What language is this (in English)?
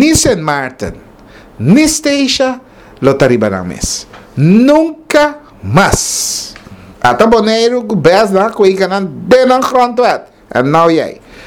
Papiamento